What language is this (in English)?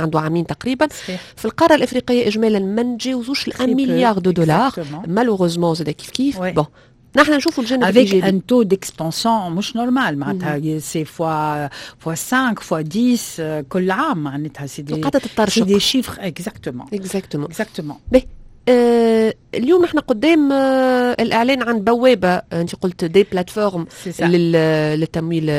Tunisian Arabic